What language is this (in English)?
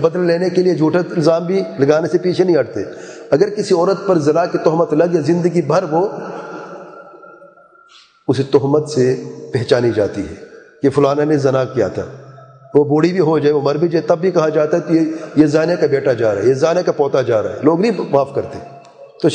Urdu